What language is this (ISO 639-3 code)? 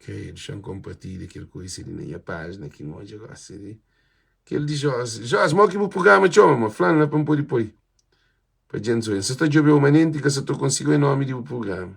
kea